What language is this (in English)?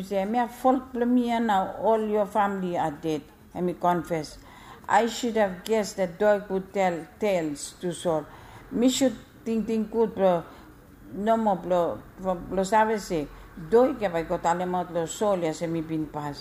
Bislama